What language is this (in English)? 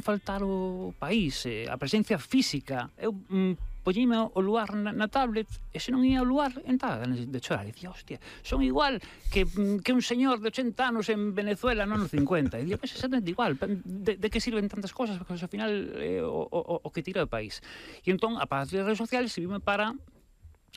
Galician